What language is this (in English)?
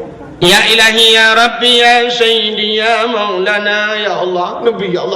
Achinese